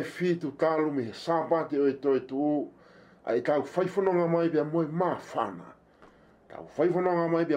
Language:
Tongan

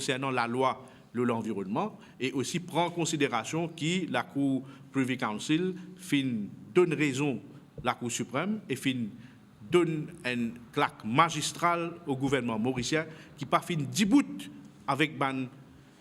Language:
Morisyen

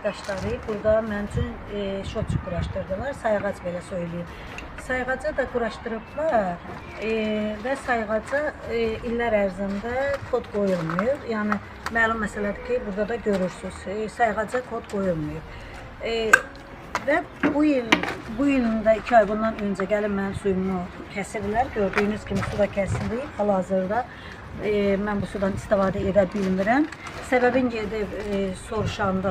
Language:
Azerbaijani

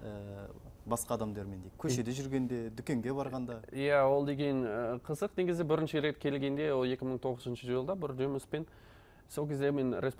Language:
Kazakh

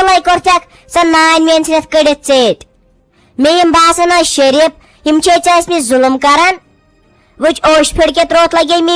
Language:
Kashmiri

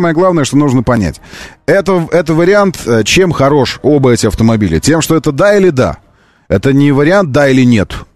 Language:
Russian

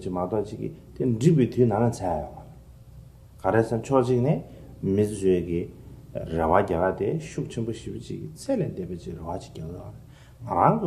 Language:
Tibetan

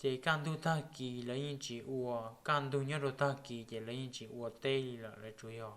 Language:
Hmong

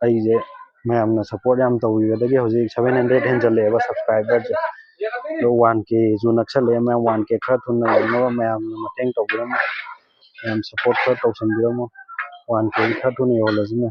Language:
Manipuri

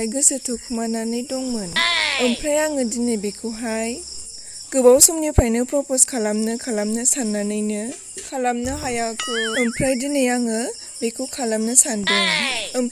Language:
Bodo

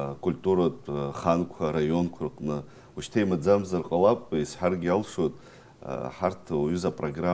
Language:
Abkhazian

